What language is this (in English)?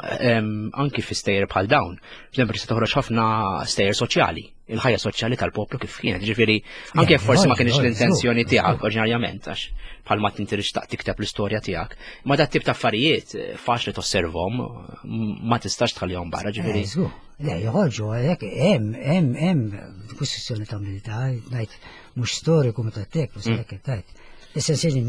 Maltese